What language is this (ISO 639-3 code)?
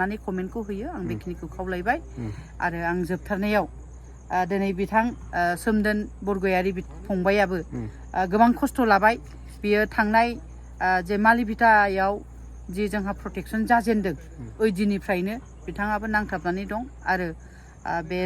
brx